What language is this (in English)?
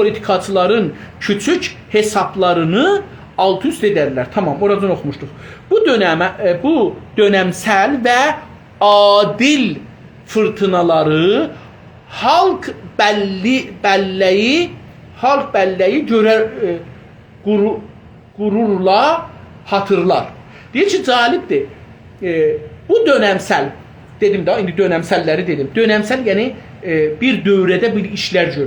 South Azerbaijani